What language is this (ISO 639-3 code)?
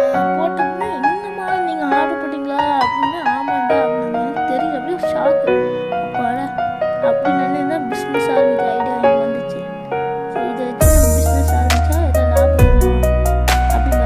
tam